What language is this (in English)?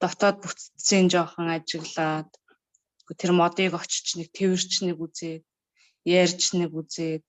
Mongolian